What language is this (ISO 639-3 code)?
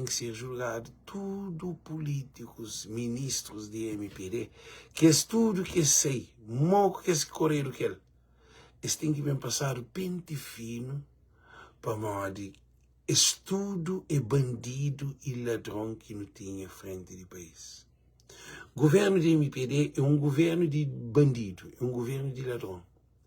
kea